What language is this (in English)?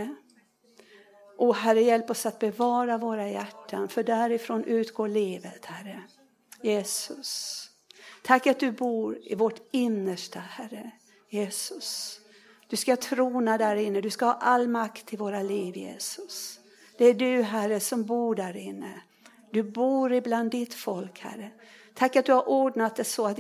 Swedish